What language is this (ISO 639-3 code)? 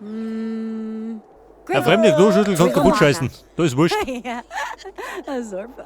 bar